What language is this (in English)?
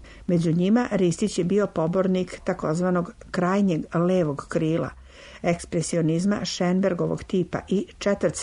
Serbian